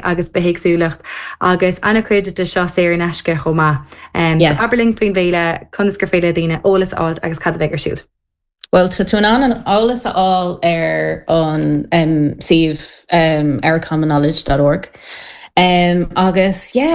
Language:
Irish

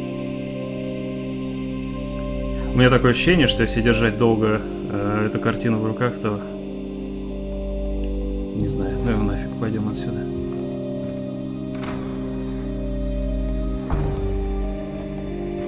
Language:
Russian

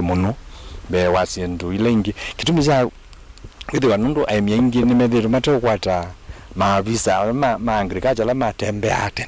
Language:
Kamba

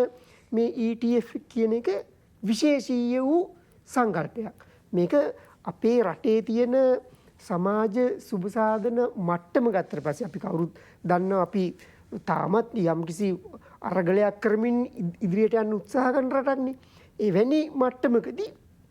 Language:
Sinhala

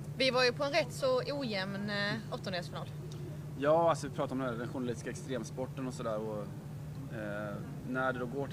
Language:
Swedish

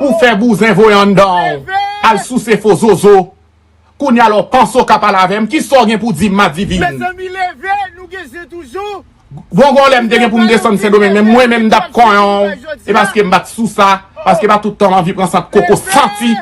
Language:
Haitian Creole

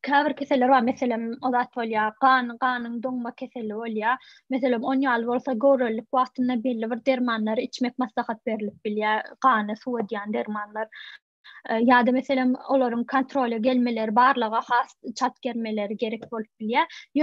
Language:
Turkmen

